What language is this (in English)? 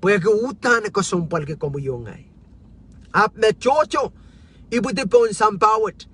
Pohnpeian